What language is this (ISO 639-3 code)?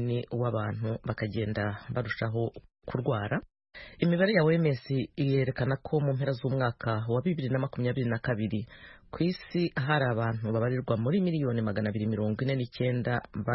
kin